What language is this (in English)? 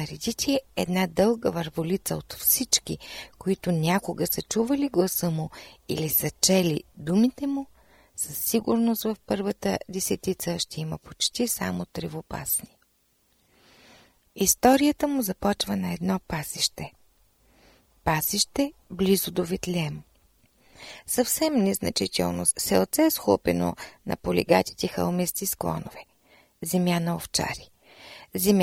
Bulgarian